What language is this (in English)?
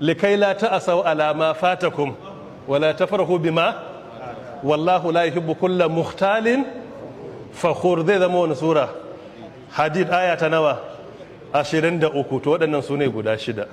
Hausa